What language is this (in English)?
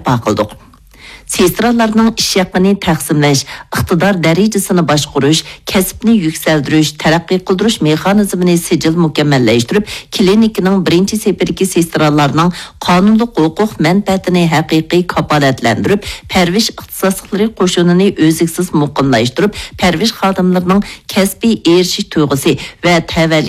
Uyghur